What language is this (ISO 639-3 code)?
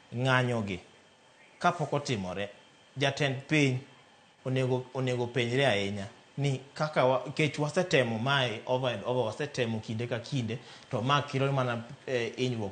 luo